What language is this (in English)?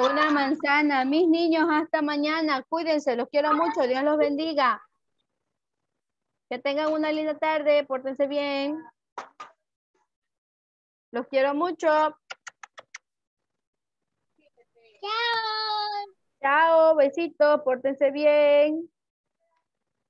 Spanish